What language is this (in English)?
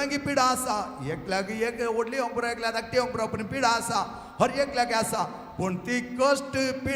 Konkani